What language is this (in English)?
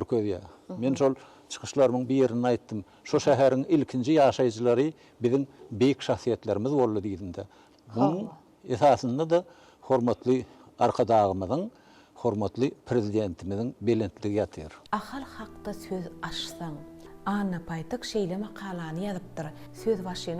Turkmen